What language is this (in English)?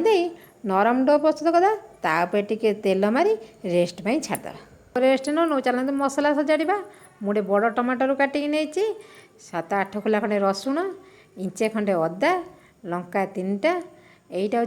Odia